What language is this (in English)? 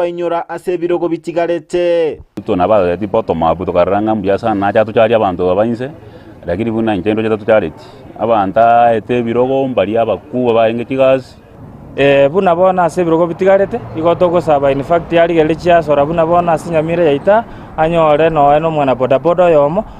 Gusii